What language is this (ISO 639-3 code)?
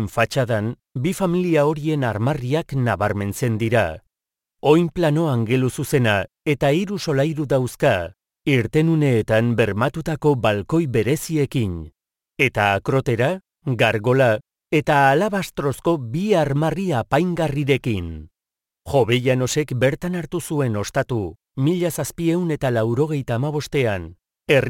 eus